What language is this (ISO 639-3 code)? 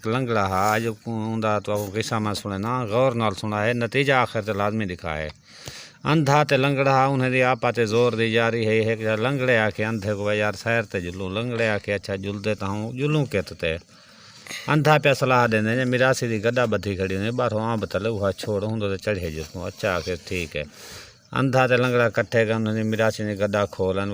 skr